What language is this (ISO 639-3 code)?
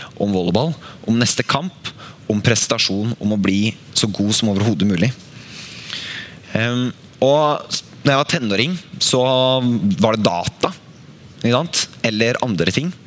nor